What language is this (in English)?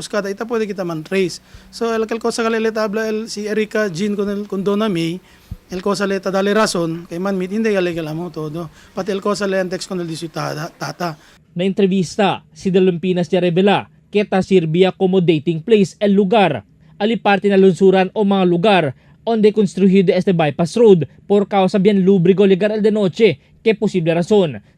Chavacano